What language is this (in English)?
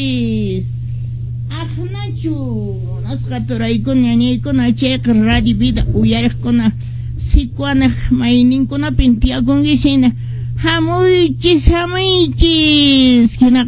Quechua